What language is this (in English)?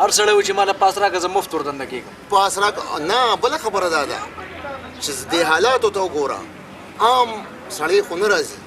Pashto